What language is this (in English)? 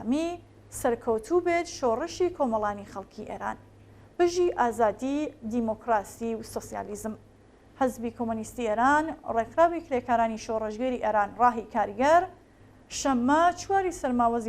Central Kurdish